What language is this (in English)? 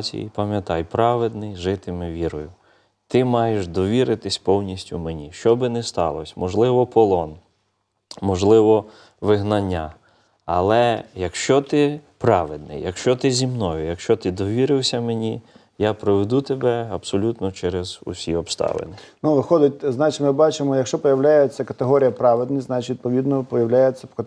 Ukrainian